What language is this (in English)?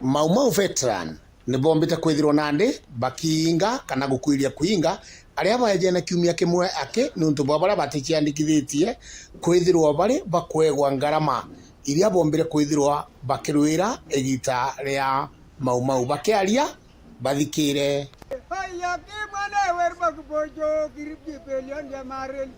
Meru